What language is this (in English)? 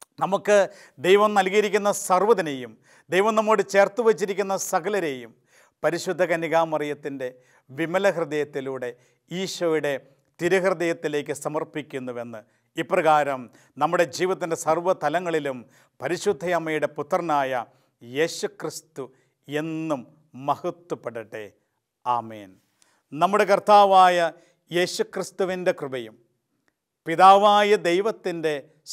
Malayalam